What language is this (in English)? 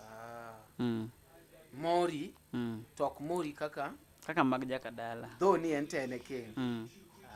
Luo (Kenya and Tanzania)